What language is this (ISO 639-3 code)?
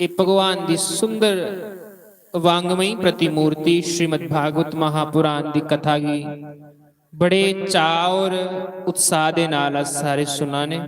doi